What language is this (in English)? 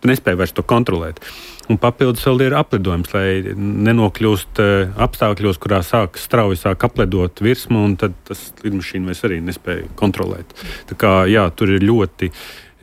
Latvian